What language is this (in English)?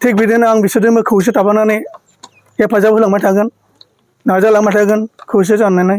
Bodo